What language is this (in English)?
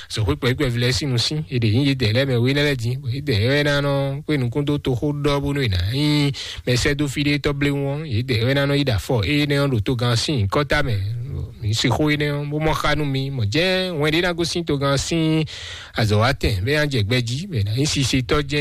Fon